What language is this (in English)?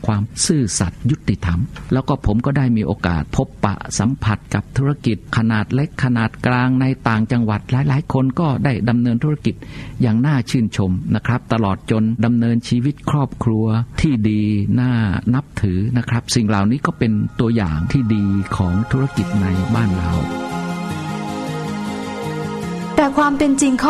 Thai